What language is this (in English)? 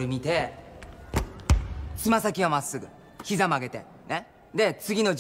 Japanese